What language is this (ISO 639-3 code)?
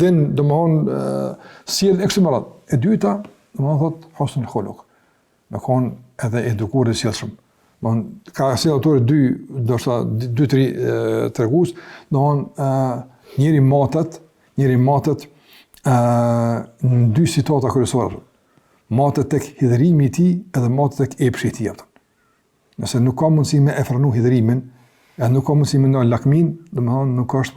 sqi